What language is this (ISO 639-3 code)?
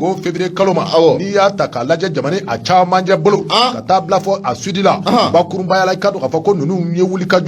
bam